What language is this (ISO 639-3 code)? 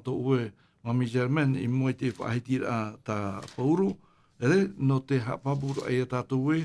tah